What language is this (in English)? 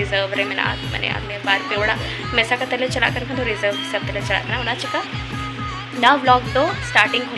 Santali